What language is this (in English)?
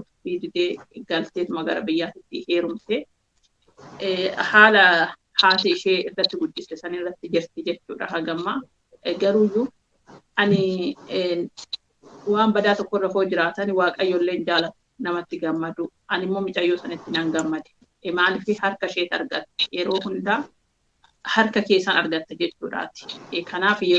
Oromo